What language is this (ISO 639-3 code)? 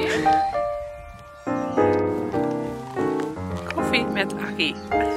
nld